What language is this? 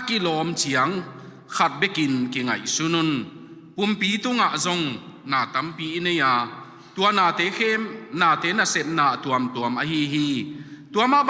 Tedim Chin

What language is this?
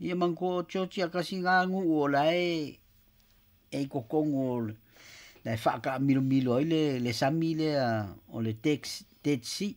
Samoan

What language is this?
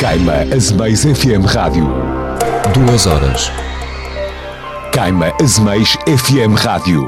Portuguese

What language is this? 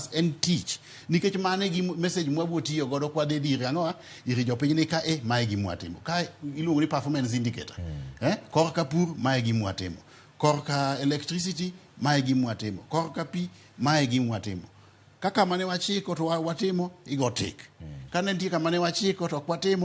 Luo (Kenya and Tanzania)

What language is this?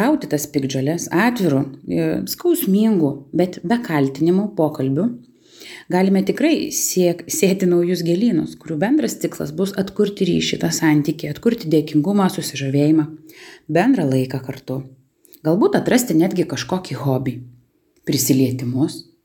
Lithuanian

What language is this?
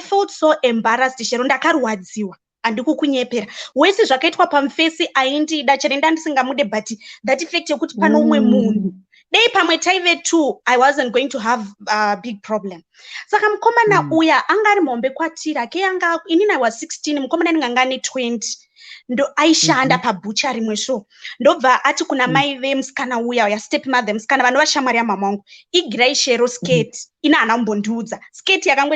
Shona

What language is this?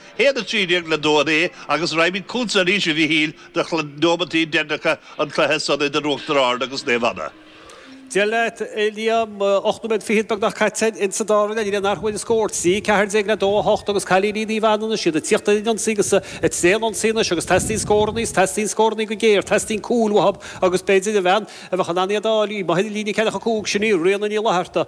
Irish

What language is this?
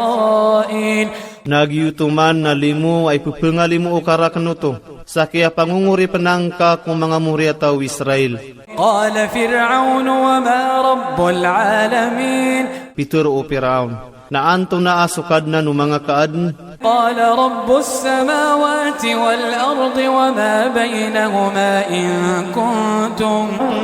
Iranun (Philippines)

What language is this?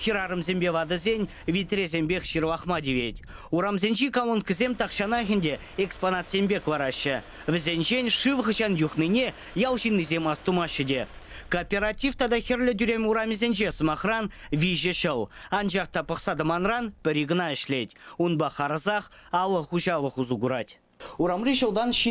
Chuvash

